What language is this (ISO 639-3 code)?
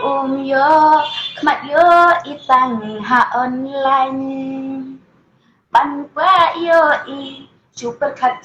kha